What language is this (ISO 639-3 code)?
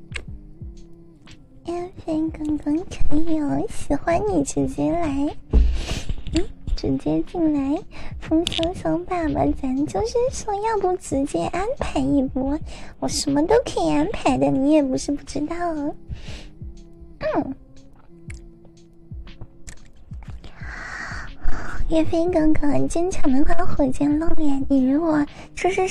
zho